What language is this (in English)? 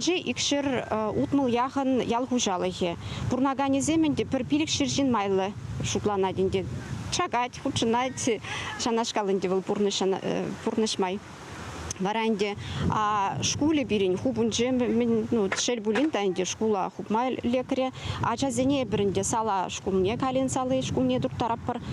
Chuvash